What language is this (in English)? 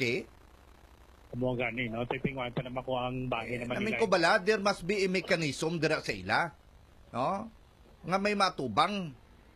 Hiligaynon